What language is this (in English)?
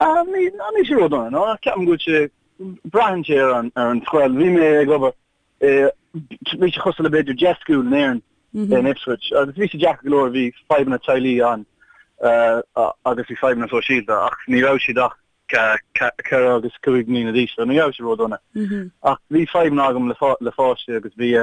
Irish